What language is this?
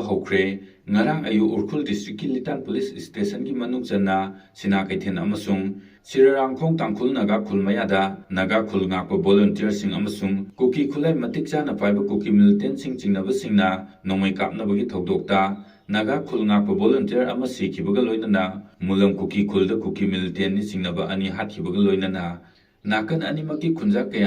Manipuri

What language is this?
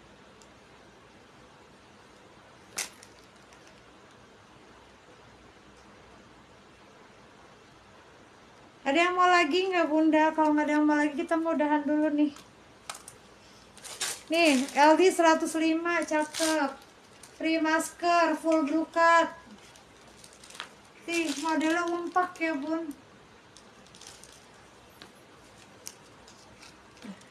Indonesian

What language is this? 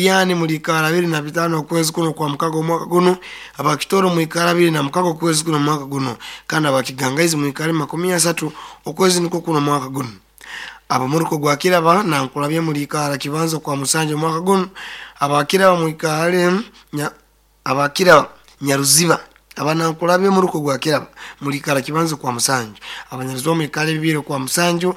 Nyoro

